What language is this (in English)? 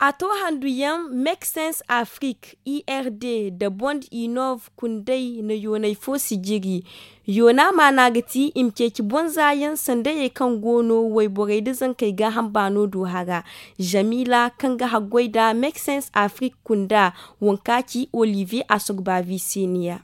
Zarma